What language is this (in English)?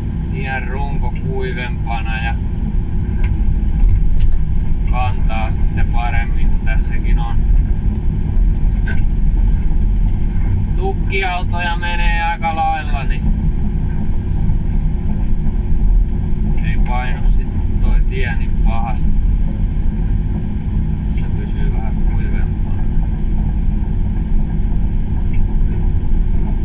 Finnish